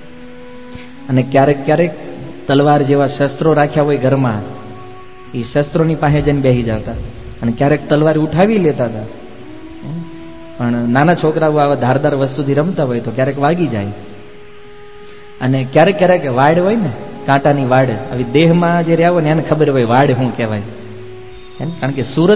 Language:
Gujarati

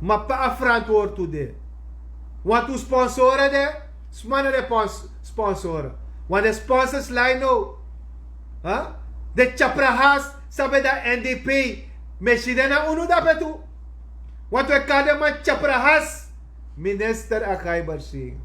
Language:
Sranan Tongo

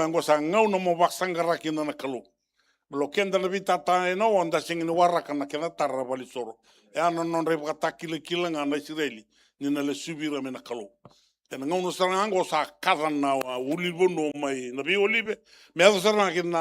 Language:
Fijian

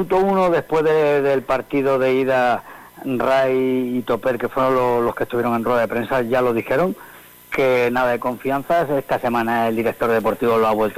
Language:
Spanish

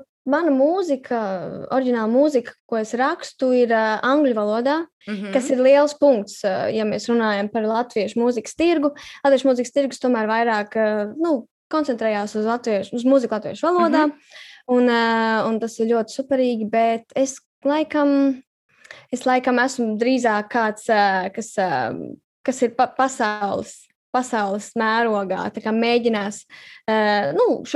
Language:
Latvian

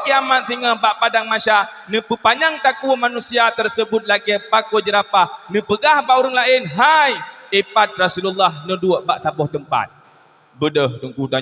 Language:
Achinese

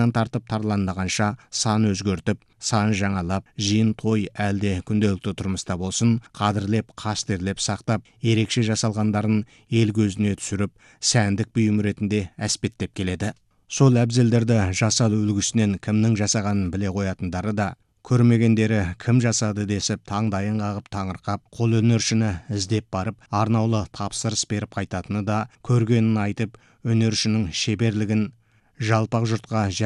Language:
Kazakh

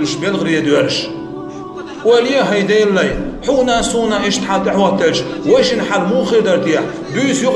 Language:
Chechen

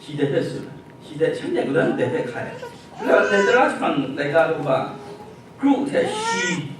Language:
Kachin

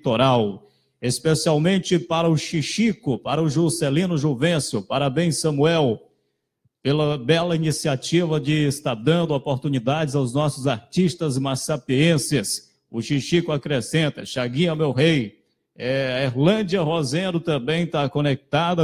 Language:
Portuguese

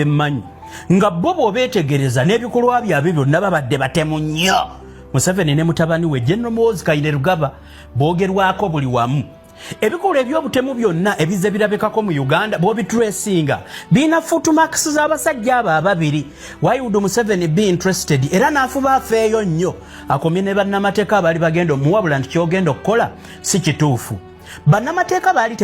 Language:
Ganda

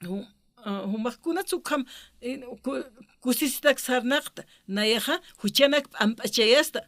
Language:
Aymara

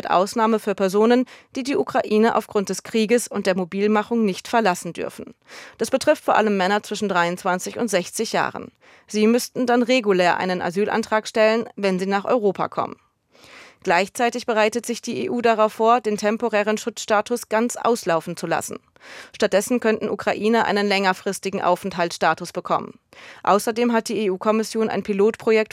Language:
German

